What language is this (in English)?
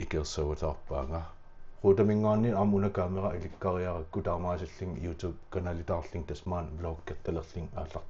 Kalaallisut